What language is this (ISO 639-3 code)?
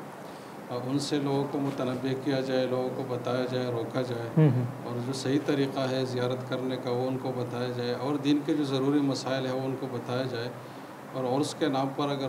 urd